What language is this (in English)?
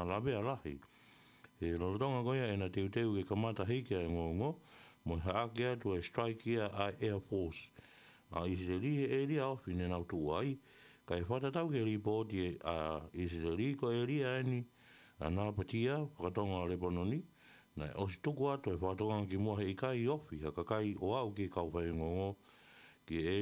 Tongan